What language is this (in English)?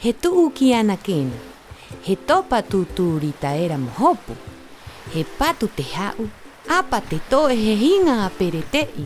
Rapanui